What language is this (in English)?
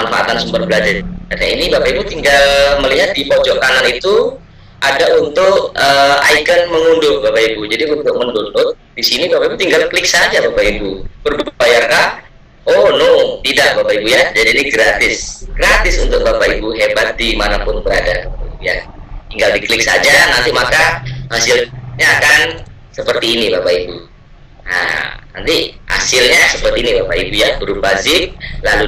Indonesian